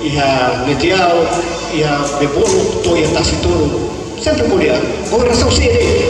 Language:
Tetum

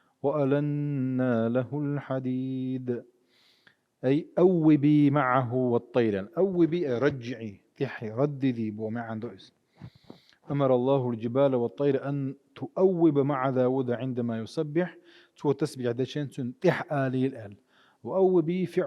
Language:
Chechen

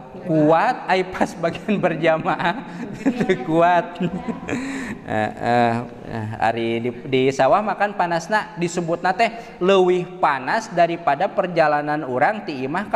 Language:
Sundanese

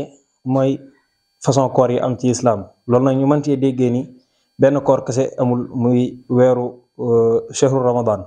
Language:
Wolof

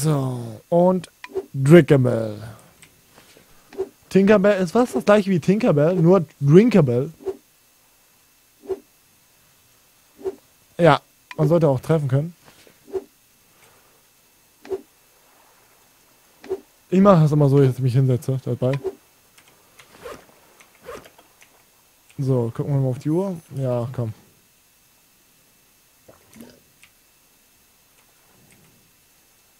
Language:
German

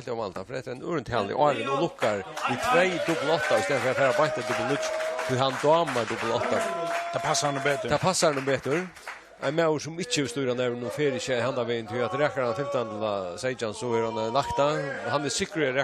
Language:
Faroese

